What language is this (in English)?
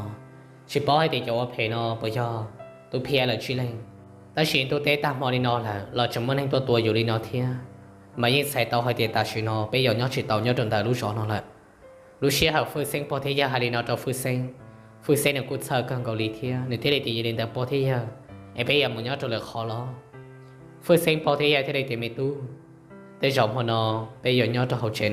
Hmong